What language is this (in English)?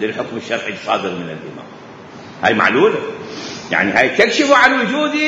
Mesopotamian Arabic